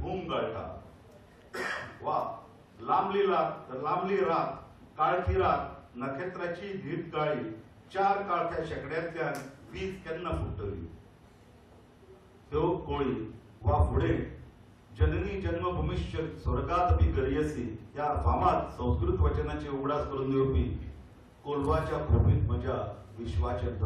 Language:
Konkani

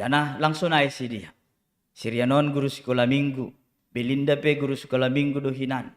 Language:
Batak Simalungun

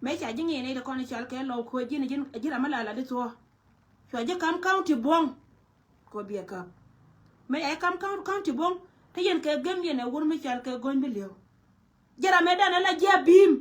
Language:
Nuer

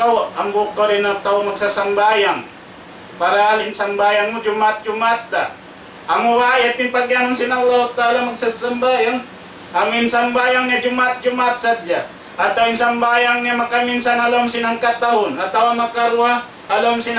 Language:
Tausug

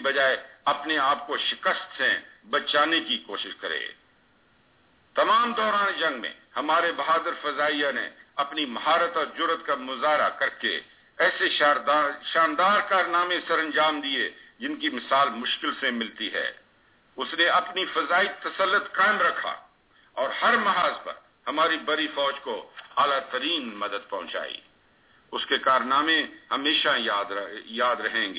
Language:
Urdu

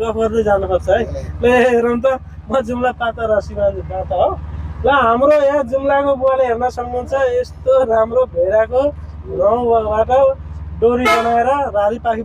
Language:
Nepali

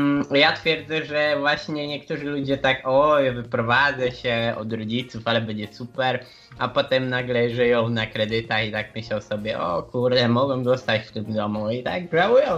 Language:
Polish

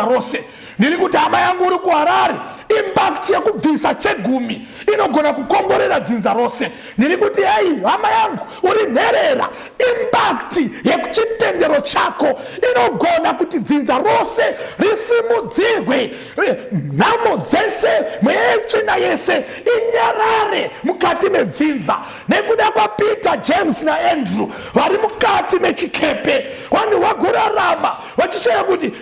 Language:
Shona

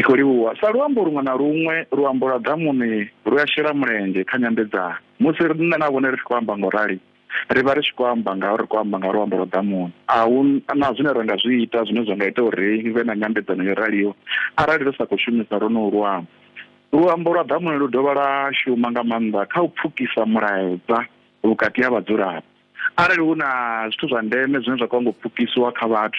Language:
Venda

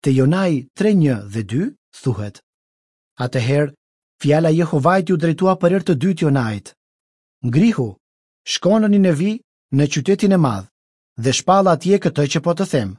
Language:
Albanian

